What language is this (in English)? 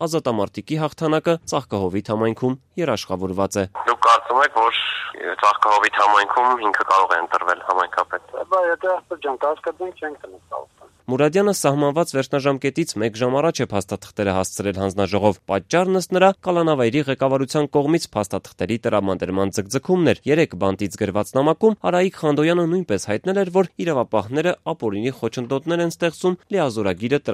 Armenian